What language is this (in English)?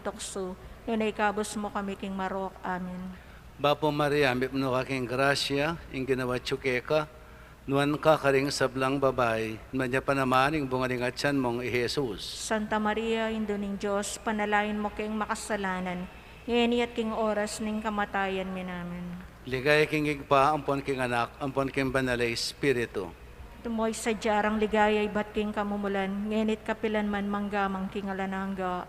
Pampanga